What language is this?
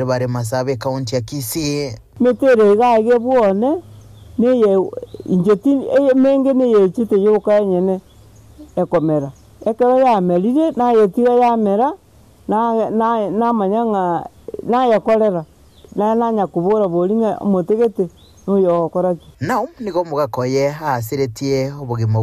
Gusii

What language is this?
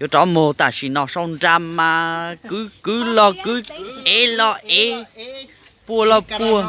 Hmong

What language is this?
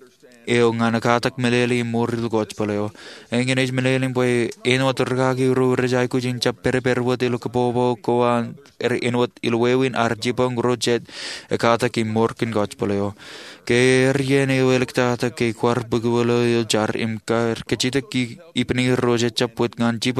Marshallese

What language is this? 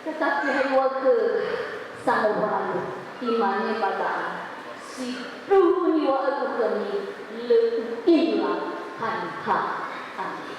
Nias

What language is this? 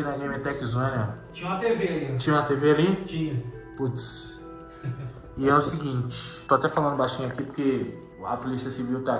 Portuguese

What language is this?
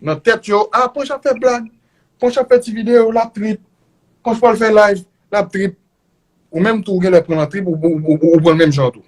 Haitian Creole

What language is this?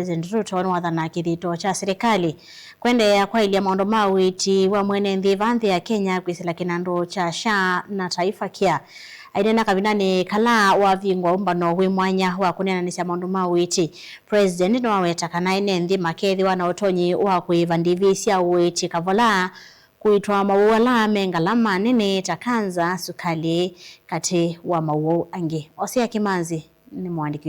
Kamba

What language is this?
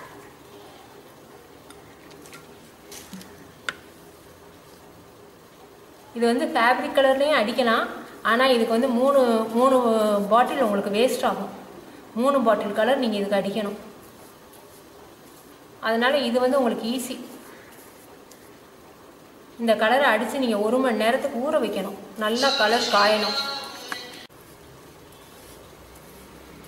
Tamil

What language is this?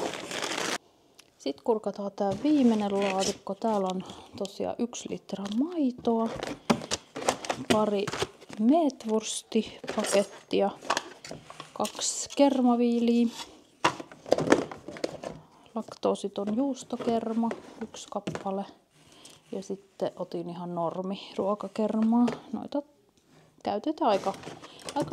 Finnish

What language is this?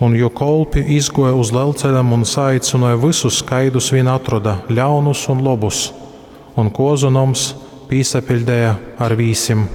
Latgalian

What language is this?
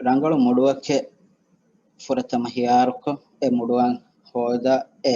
Divehi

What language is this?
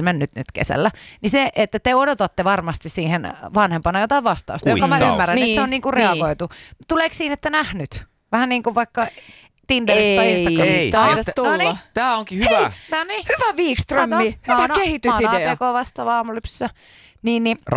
Finnish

